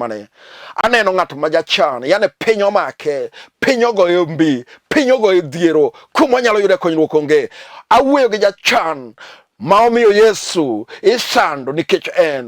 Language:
Luo (Kenya and Tanzania)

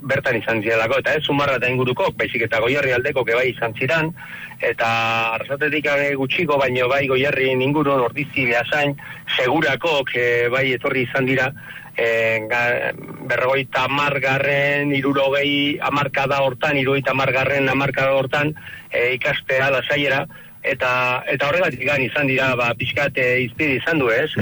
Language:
Basque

